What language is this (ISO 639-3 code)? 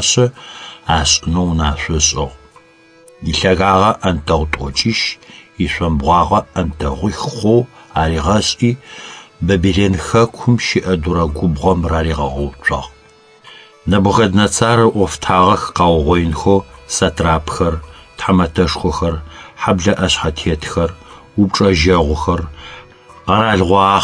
ady